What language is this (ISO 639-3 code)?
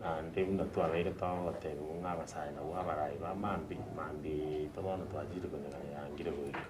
guz